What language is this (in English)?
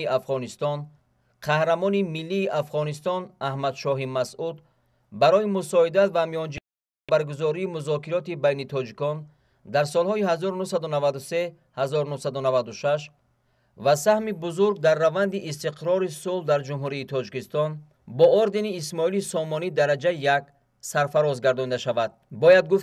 Tajik